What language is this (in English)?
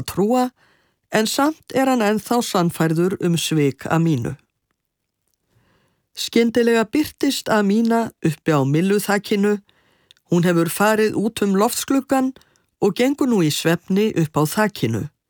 Icelandic